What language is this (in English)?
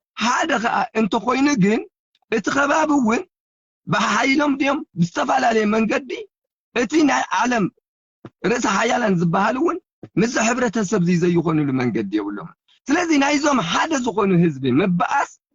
Tigrinya